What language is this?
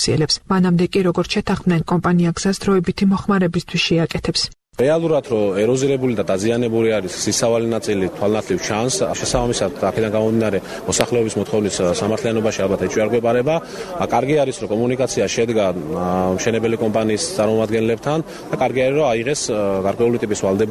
Georgian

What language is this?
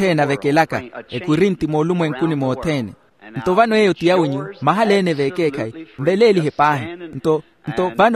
Makhuwa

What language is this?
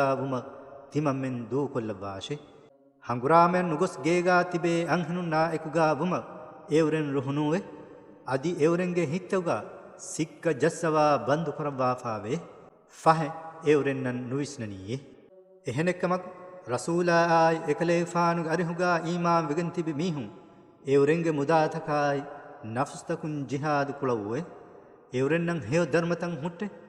Divehi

